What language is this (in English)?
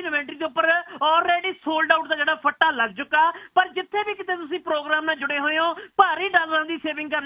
Punjabi